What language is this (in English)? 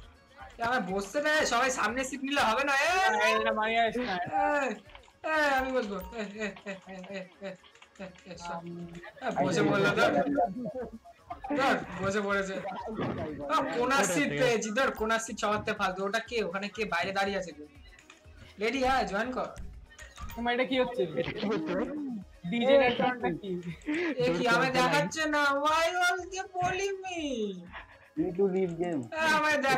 Bangla